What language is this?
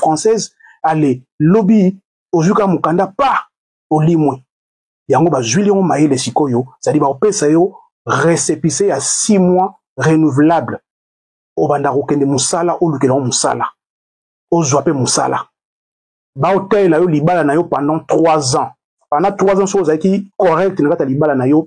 Lingala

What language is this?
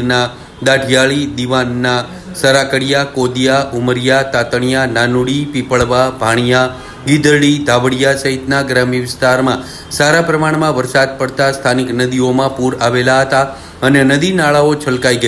Gujarati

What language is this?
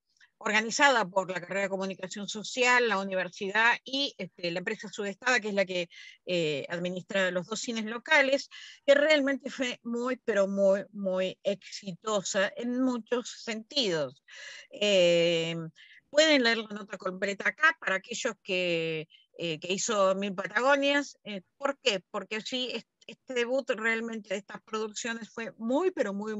Spanish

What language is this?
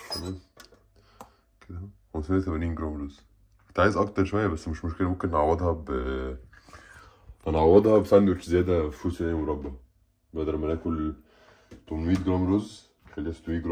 Egyptian Arabic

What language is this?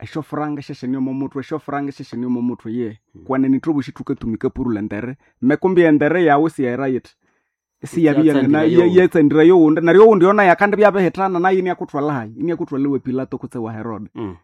Nande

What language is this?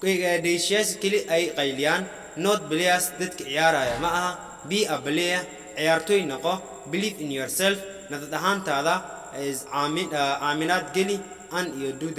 Somali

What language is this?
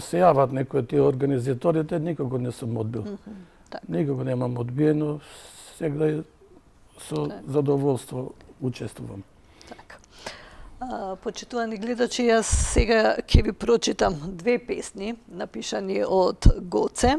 Macedonian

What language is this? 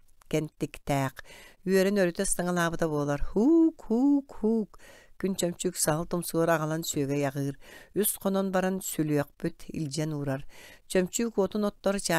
Yakut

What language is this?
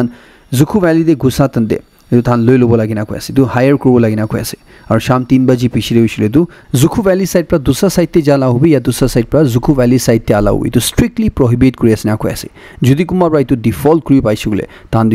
Naga Pidgin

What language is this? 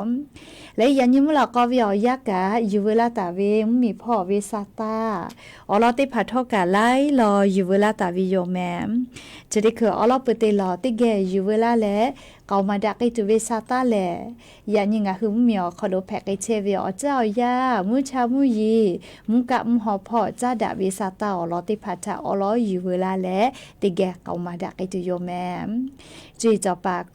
Lahu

